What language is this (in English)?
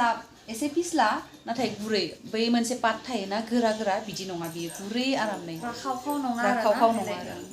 Bodo